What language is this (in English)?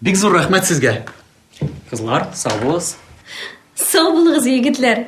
Tatar